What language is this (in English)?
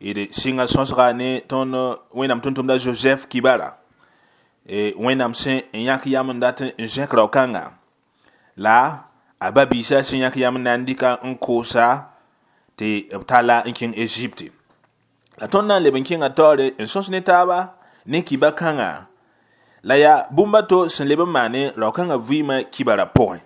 Mossi